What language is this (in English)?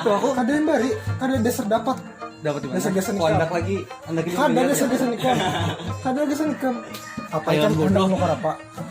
Banjar